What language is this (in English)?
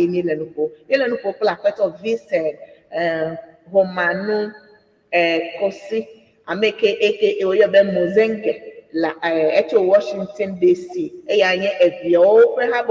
Ewe